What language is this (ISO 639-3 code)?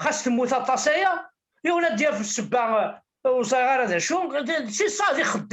kab